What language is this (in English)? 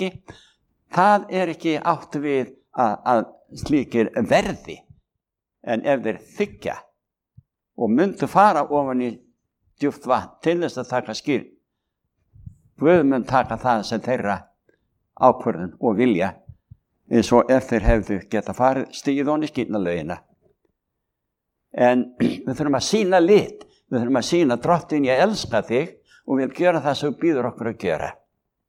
Icelandic